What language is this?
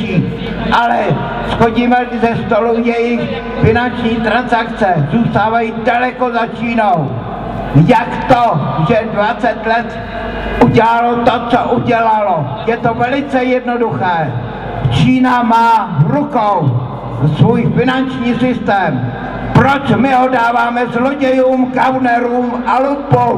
Czech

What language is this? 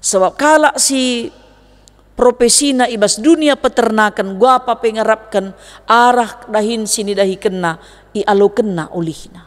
Batak Karo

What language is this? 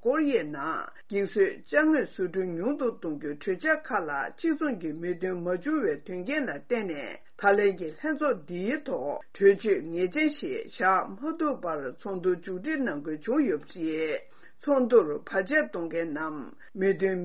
Tibetan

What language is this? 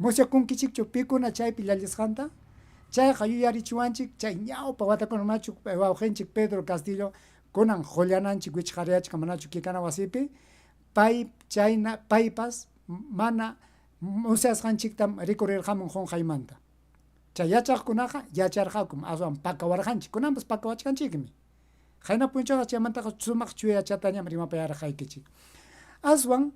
Ayacucho Quechua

